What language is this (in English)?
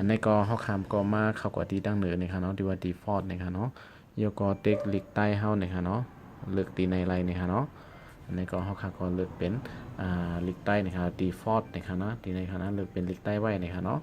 Shan